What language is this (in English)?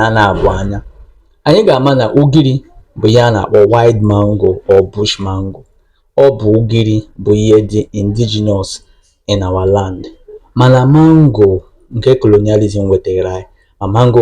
Igbo